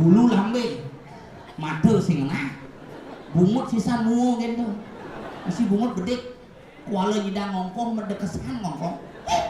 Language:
Balinese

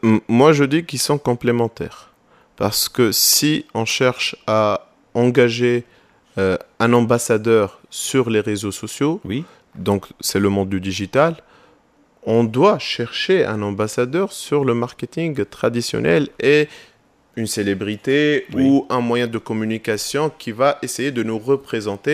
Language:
French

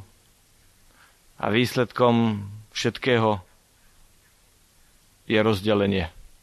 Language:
Slovak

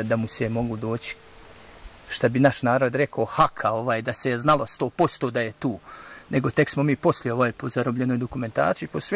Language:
Bosnian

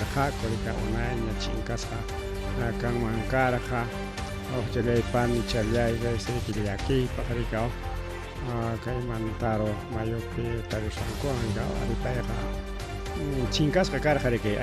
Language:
Ayacucho Quechua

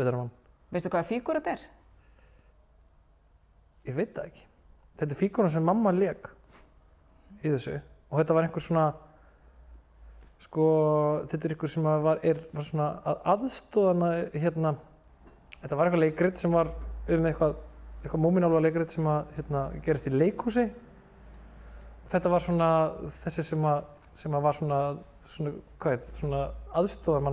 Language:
Icelandic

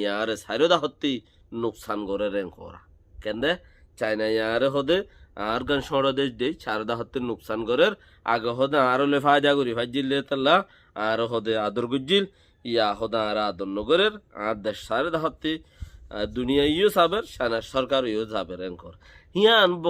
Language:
Rohingya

